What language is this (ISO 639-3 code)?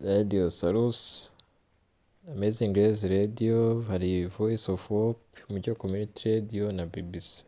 kin